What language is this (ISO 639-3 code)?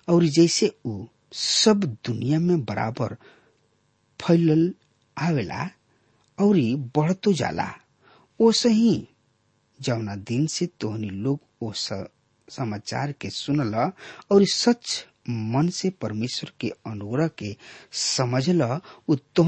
bho